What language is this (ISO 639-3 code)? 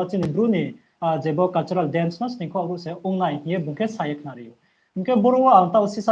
ria